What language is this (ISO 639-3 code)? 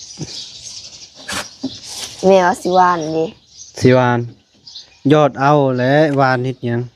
lao